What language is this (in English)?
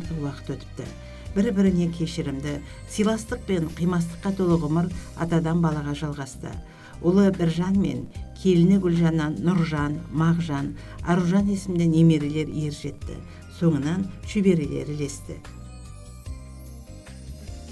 Kazakh